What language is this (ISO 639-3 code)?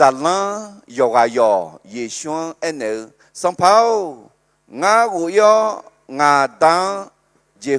ahk